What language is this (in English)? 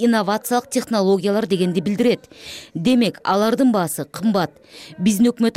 Kyrgyz